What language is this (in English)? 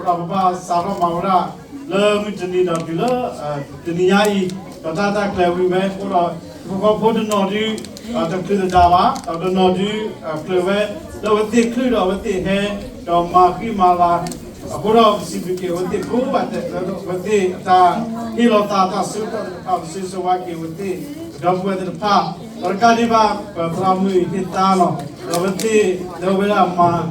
S'gaw Karen